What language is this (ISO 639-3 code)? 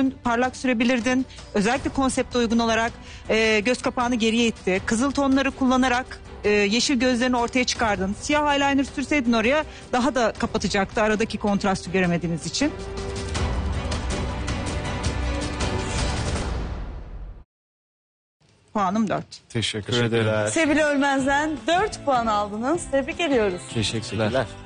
tur